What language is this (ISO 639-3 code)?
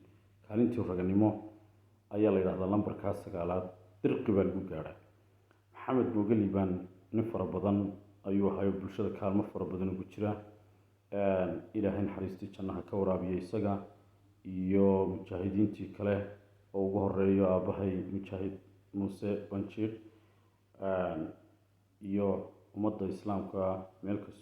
som